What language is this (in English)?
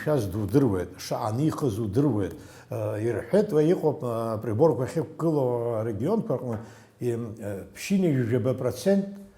Abkhazian